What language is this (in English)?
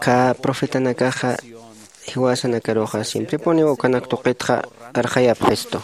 Aymara